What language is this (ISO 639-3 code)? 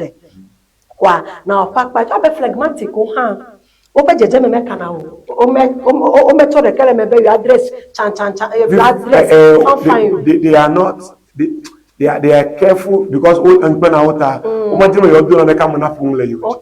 ewe